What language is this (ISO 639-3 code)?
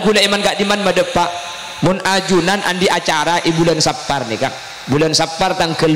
mad